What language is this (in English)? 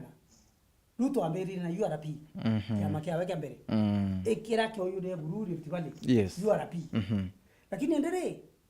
Meru